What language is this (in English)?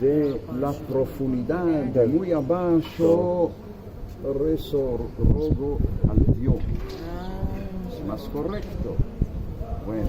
Ladino